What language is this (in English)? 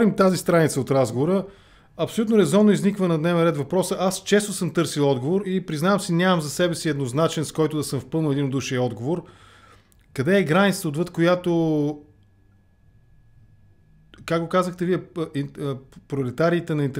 Bulgarian